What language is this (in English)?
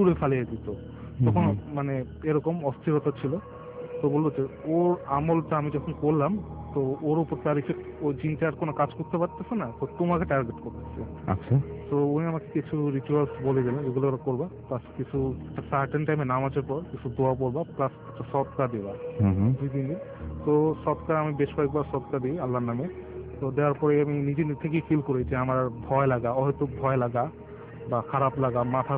Bangla